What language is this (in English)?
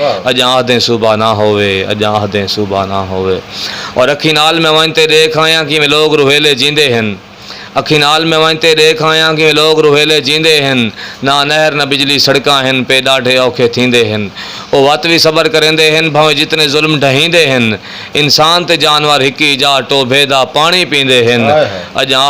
Saraiki